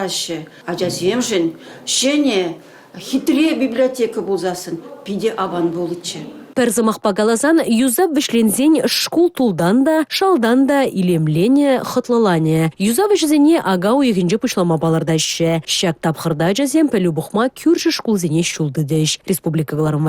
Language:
Chuvash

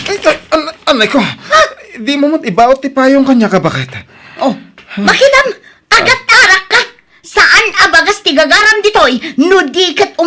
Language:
Iloko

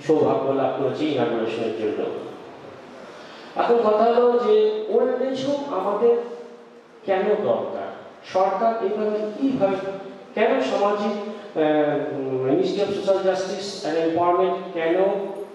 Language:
Bangla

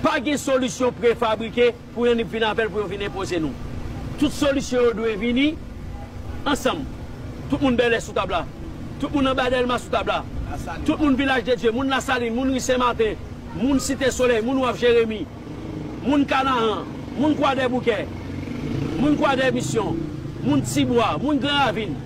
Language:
Haitian Creole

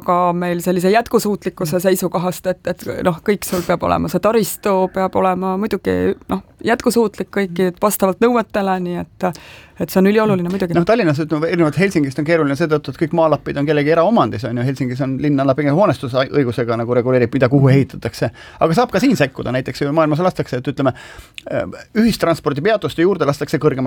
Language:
Estonian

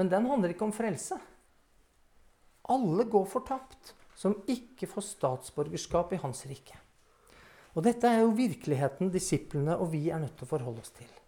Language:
Norwegian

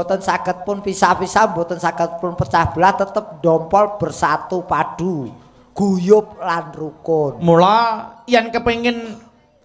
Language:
Javanese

